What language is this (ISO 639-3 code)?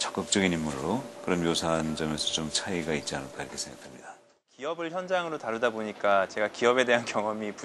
kor